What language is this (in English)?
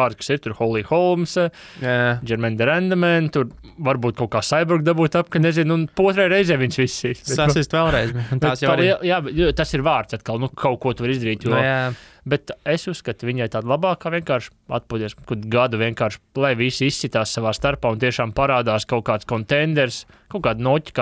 Latvian